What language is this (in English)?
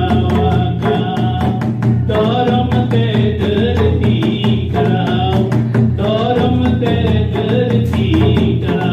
Santali